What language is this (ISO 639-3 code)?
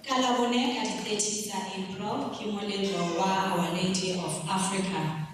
tsn